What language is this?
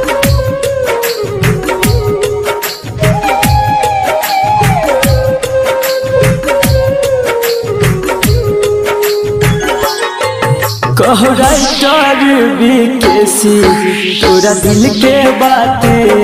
Bhojpuri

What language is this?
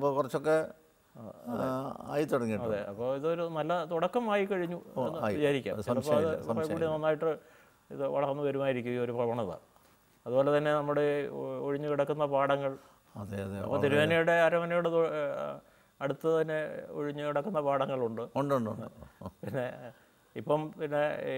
Malayalam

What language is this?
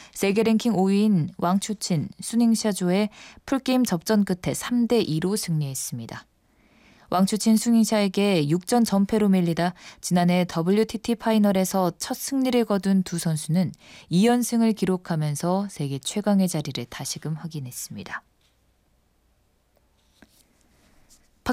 Korean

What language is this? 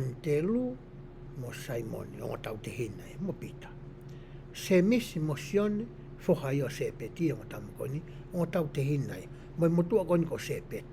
Tongan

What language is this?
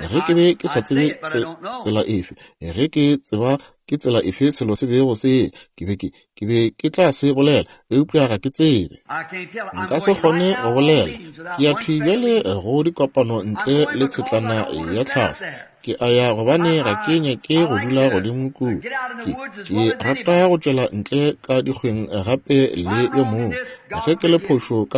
Northern Sotho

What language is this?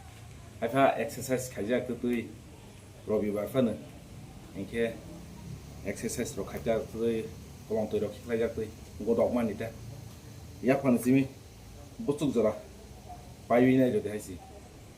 Kok Borok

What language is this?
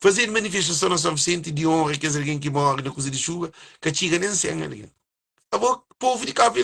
Kabuverdianu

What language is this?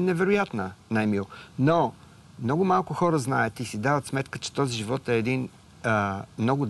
Bulgarian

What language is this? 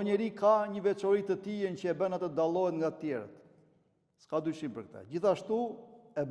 Albanian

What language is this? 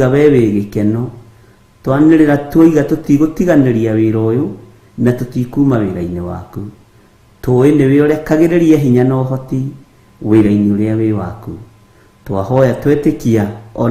Kikuyu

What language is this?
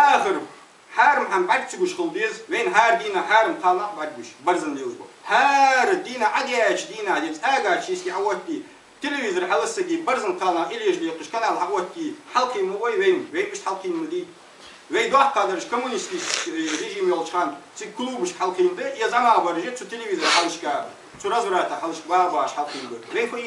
Ingush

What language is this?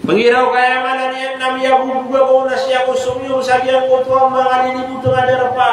Maranao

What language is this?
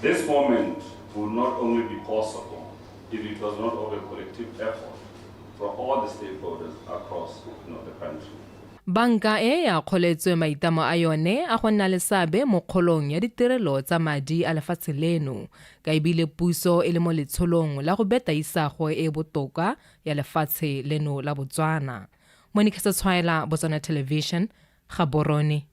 Tswana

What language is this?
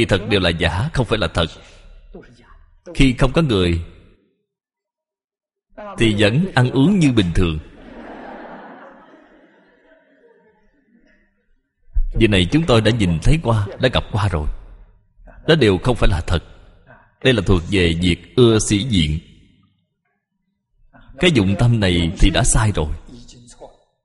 Vietnamese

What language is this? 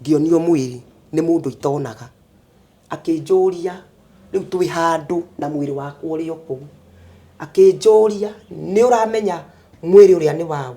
Kikuyu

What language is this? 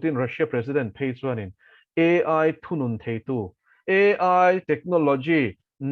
Mizo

